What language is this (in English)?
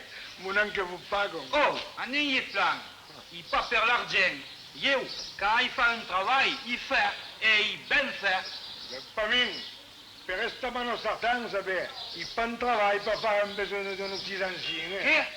Occitan